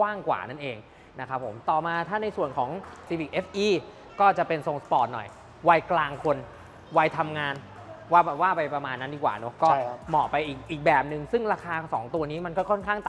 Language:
Thai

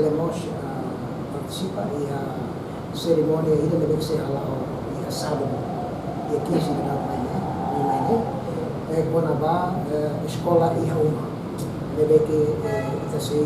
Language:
Tetum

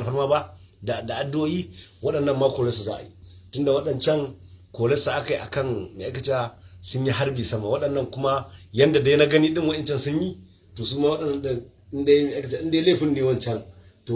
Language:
Hausa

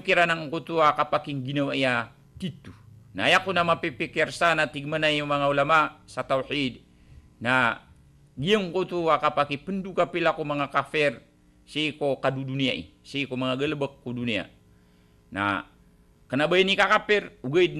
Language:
Maranao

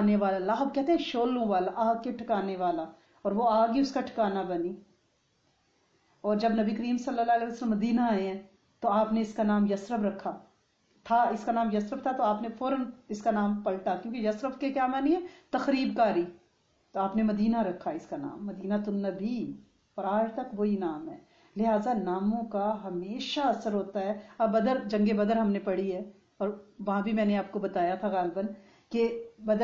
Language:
Urdu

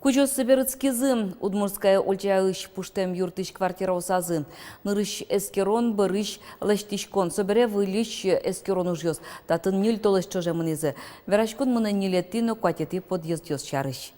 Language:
Udmurt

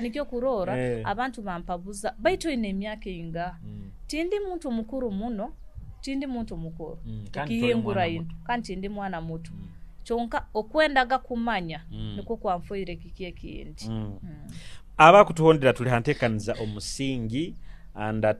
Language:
Nyoro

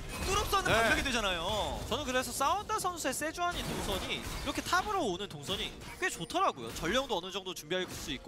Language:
Korean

